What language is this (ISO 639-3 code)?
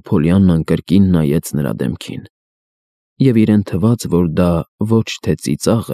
hye